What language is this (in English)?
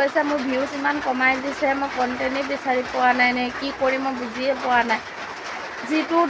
Assamese